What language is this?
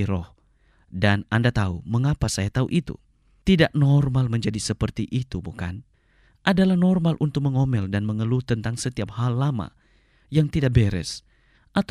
Indonesian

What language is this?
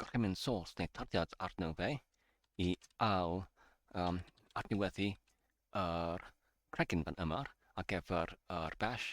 Welsh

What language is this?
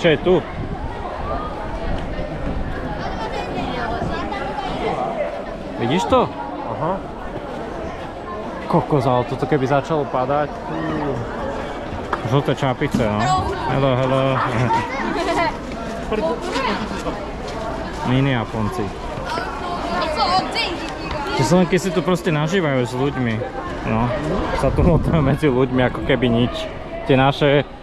Slovak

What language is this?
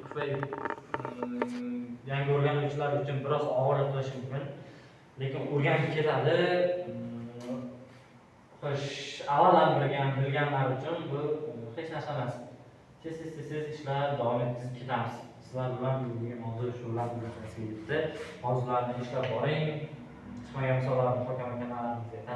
Uzbek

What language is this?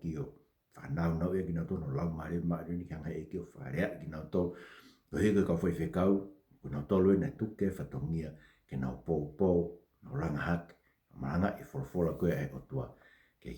Tongan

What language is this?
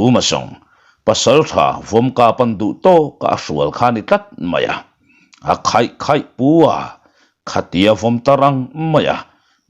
Mizo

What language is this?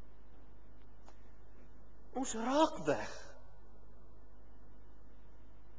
Afrikaans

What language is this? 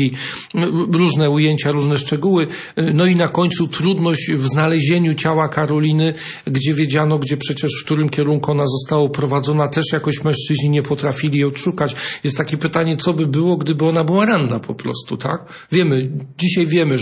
Polish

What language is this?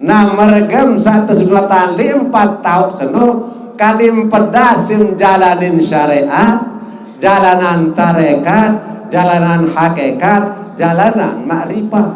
Sasak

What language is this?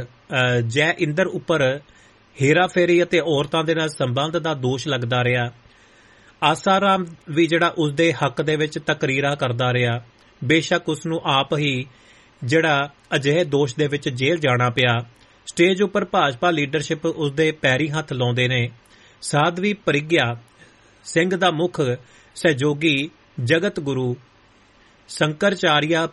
Punjabi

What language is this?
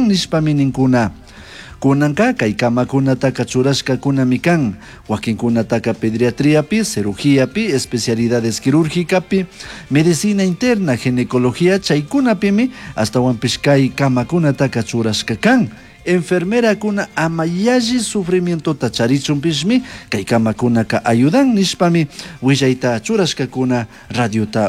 Chimborazo Highland Quichua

